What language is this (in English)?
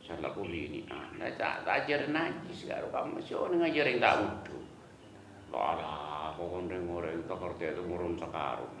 Madurese